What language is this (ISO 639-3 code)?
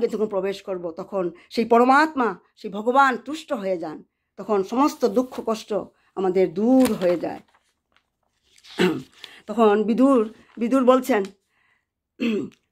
ben